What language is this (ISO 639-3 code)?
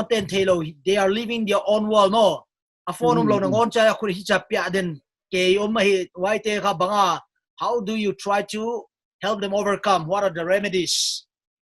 pck